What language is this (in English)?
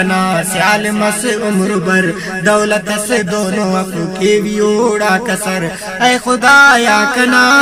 Brahui